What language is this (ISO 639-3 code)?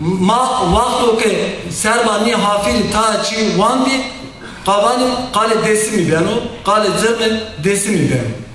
zza